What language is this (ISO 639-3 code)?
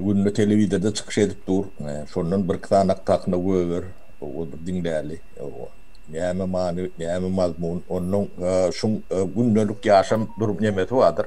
tuk